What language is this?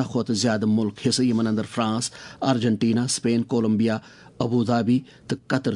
Kashmiri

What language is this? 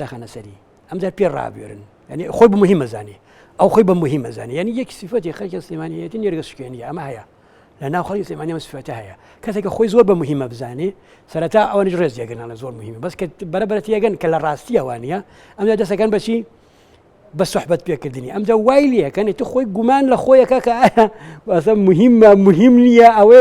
Central Kurdish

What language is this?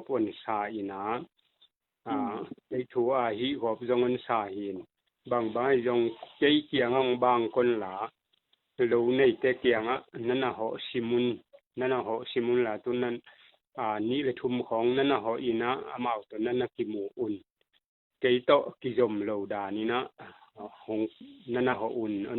Tedim Chin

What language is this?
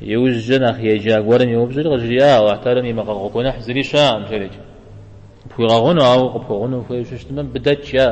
Kabardian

